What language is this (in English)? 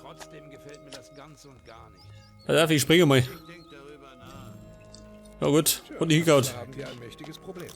Bavarian